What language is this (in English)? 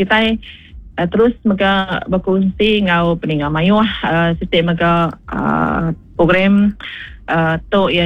Iban